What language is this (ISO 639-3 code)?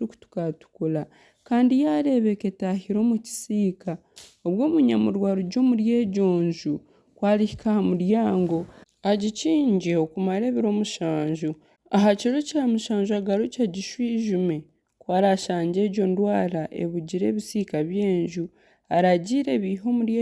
nyn